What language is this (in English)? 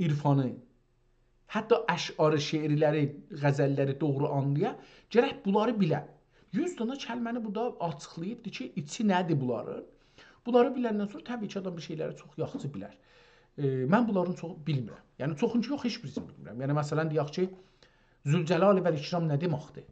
South Azerbaijani